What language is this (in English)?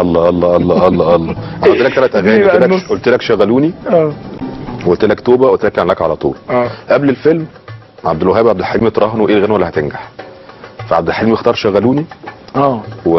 Egyptian Arabic